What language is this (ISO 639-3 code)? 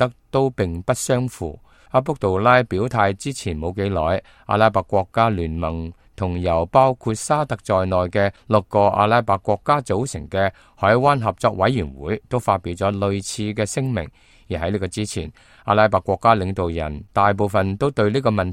yue